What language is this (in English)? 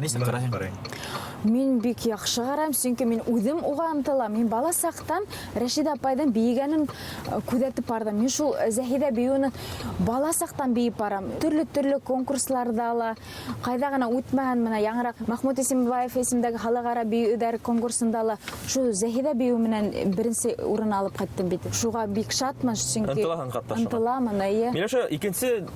Bashkir